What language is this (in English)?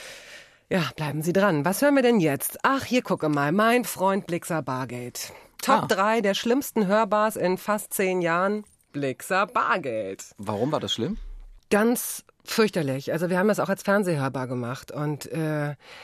German